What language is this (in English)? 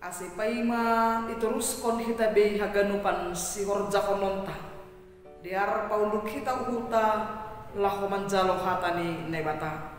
Batak Simalungun